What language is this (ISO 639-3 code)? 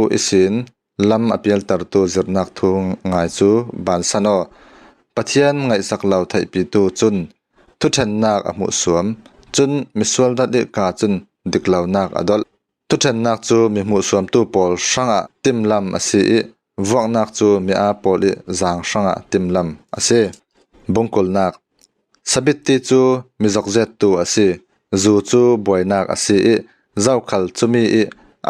cfm